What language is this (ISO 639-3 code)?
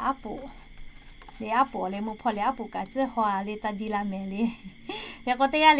lhu